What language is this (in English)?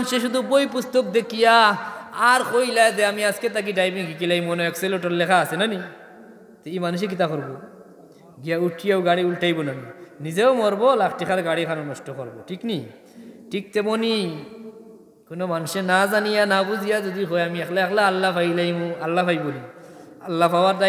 Sylheti